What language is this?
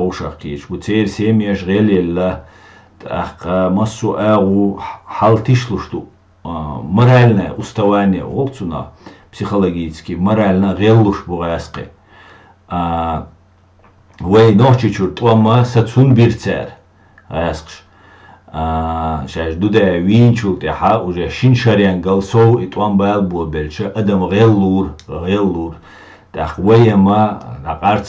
Chechen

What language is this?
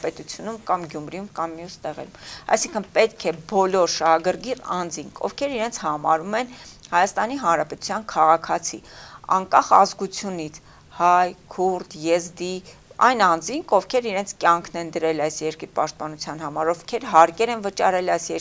Armenian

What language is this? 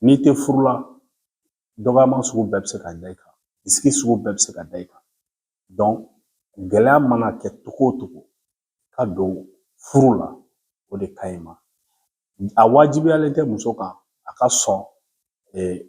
Bambara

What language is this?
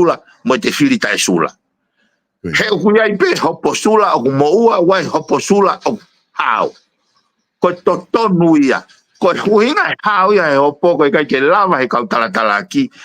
Tongan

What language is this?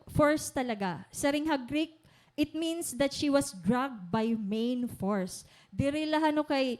Waray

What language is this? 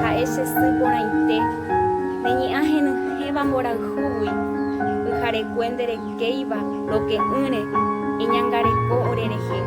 Guarani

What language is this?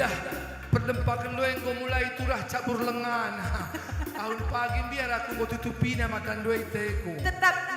Batak Karo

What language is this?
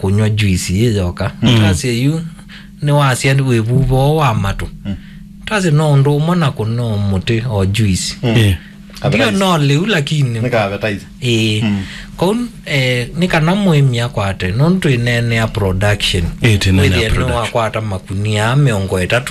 Kamba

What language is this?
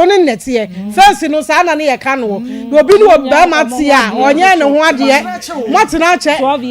Akan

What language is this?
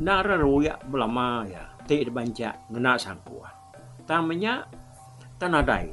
Iban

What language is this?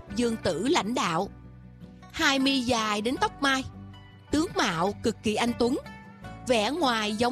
Vietnamese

